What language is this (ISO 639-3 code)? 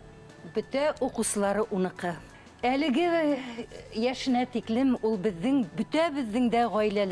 bak